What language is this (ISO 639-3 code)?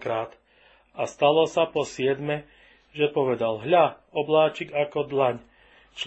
slk